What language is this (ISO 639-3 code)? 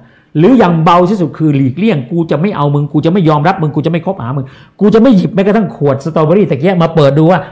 tha